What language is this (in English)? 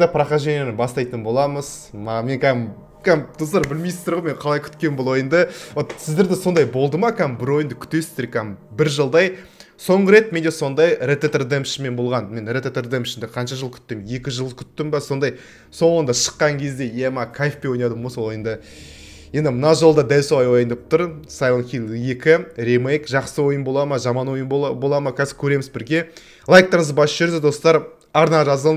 Kazakh